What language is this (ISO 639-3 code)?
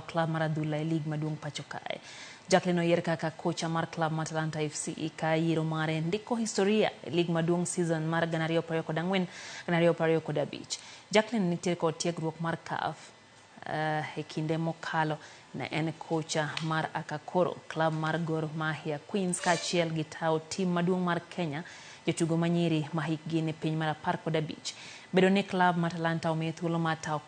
luo